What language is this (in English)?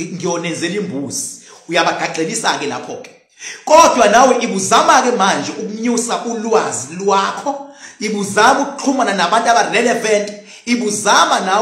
Zulu